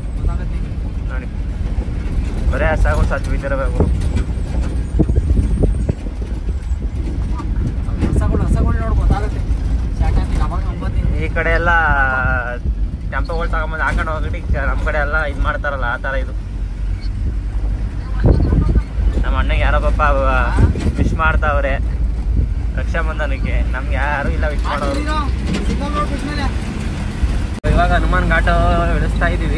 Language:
Kannada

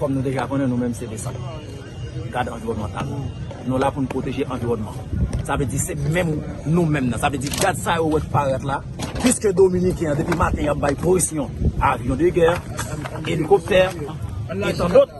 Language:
Haitian Creole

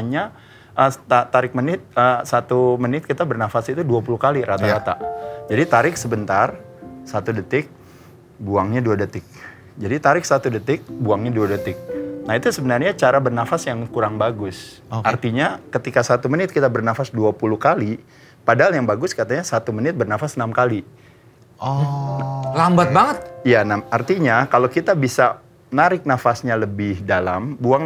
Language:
Indonesian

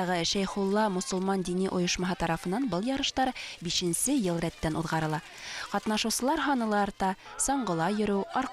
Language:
Bashkir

